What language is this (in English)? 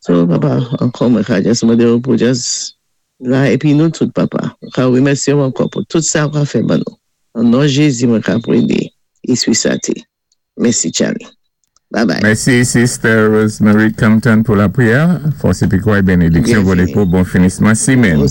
Saint Lucian Creole French